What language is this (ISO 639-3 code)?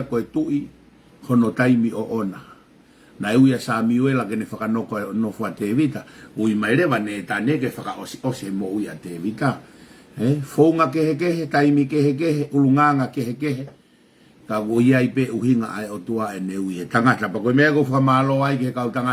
ton